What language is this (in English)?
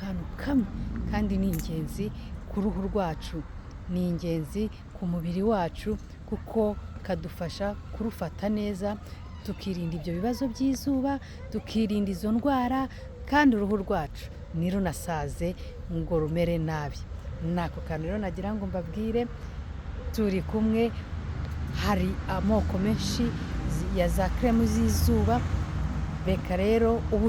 Kinyarwanda